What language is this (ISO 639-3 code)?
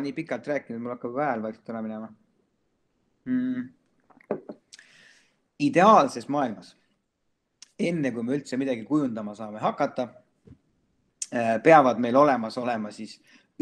est